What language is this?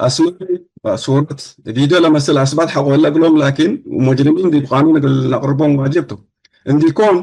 Tigre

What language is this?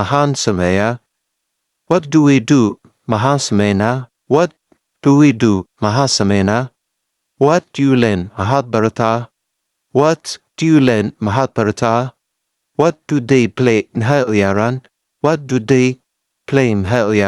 Somali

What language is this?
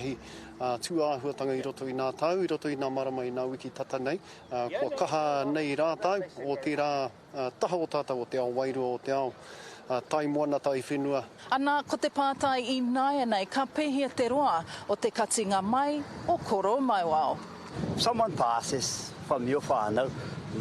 Māori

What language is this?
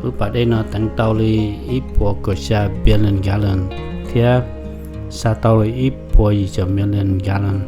Hmong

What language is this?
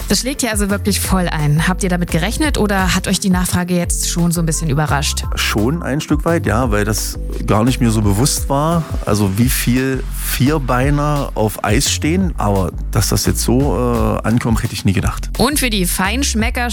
German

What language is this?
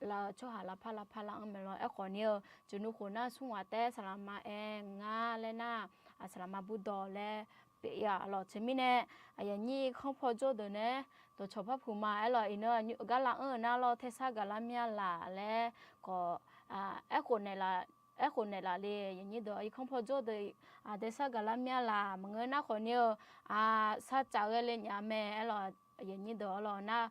Akha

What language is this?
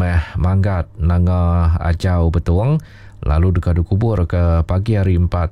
Iban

